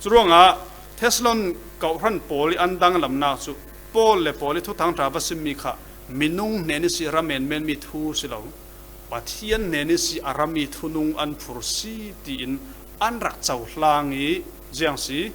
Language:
Falam Chin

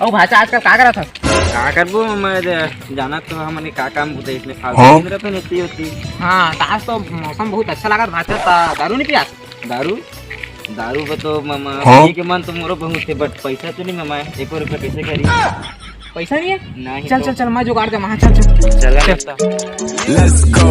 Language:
Chhattisgarhi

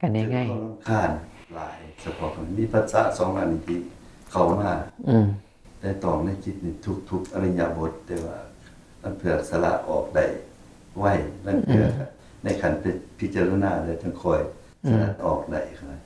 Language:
Northeastern Thai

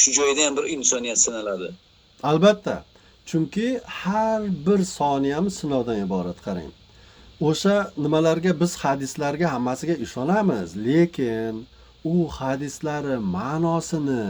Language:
Uzbek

